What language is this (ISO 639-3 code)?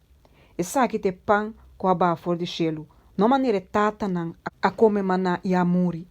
pap